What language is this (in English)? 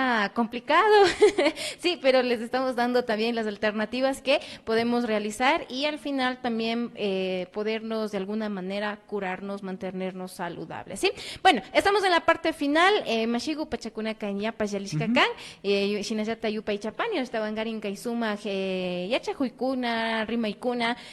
Imbabura Highland Quichua